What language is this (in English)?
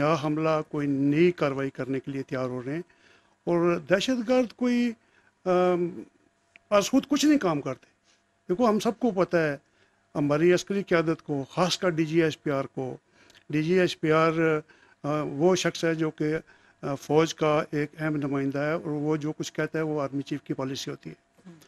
Urdu